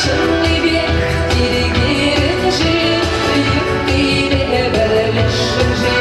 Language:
Chuvash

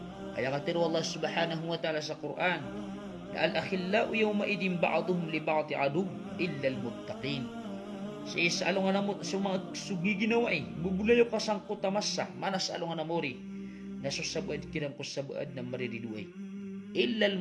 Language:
Maranao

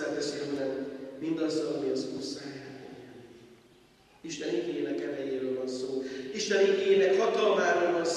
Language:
Hungarian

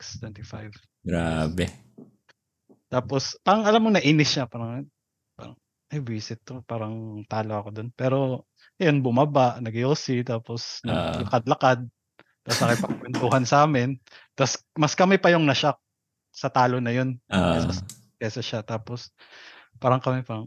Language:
Filipino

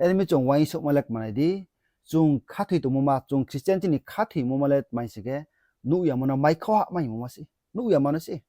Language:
Riang (India)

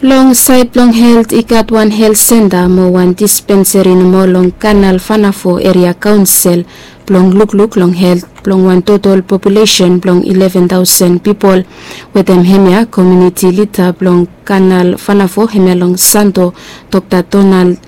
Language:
Bislama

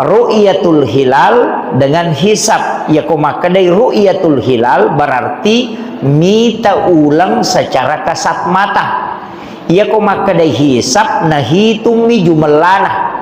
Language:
Buginese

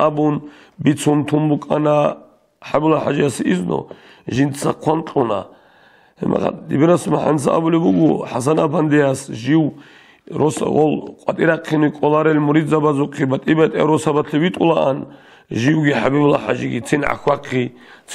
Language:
Avaric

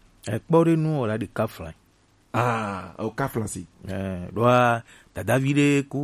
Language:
Gen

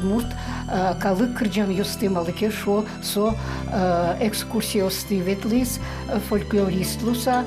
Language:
Udmurt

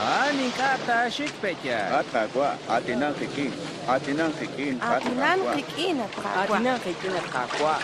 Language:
Kekchí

